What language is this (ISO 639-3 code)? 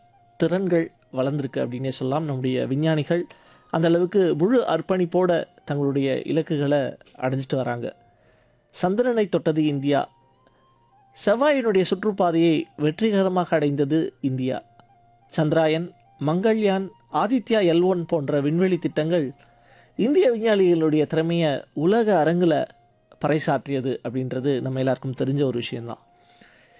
tam